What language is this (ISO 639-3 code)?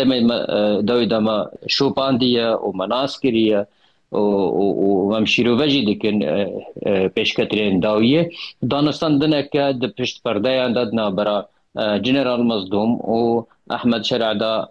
kur